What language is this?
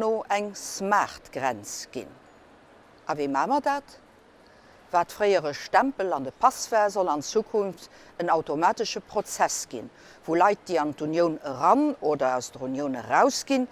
Luxembourgish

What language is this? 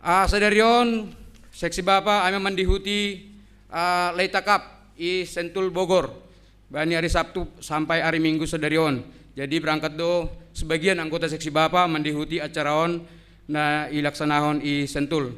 Batak Simalungun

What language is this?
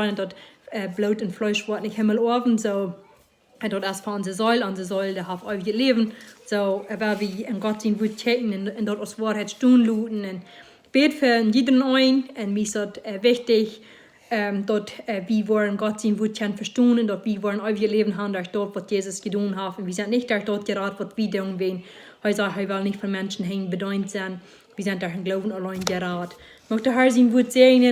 Plautdietsch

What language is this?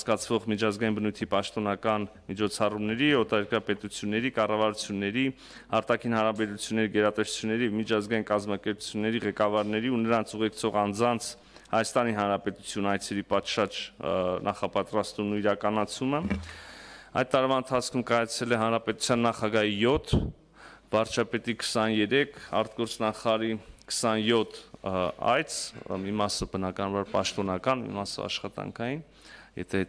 Armenian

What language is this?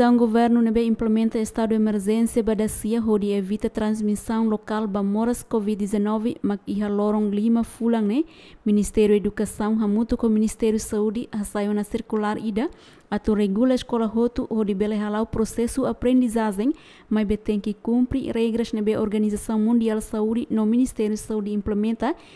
Tetum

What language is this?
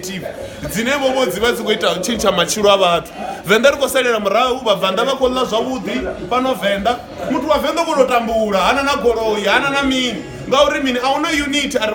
Venda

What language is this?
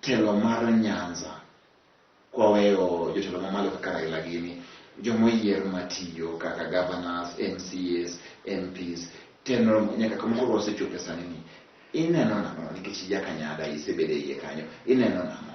Luo (Kenya and Tanzania)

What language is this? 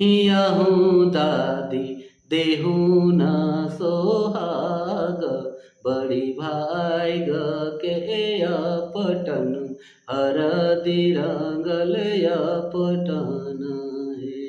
Sadri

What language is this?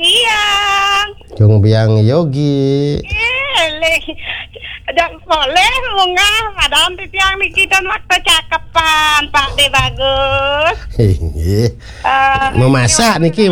Balinese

